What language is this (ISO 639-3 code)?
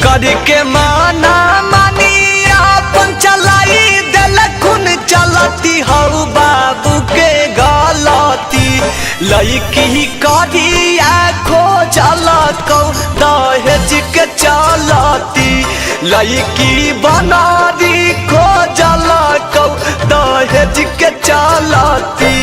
mag